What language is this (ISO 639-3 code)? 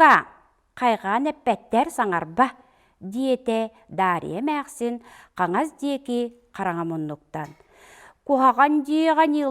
sah